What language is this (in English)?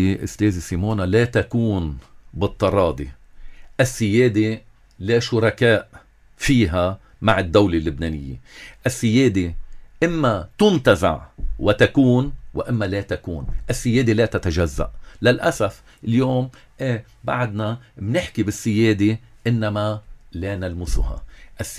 North Levantine Arabic